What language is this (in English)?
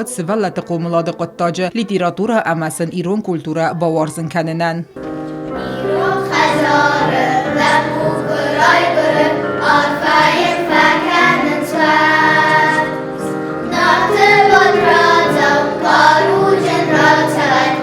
Ossetic